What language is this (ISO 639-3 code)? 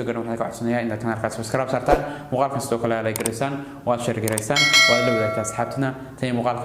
som